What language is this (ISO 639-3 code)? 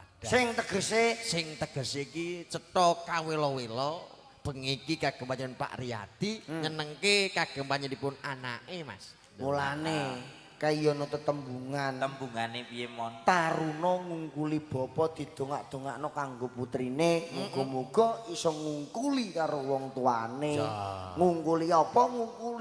jav